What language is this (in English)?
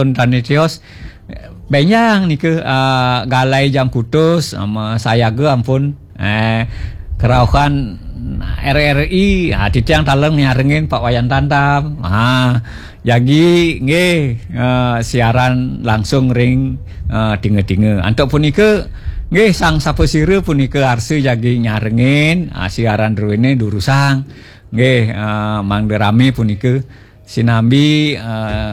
Balinese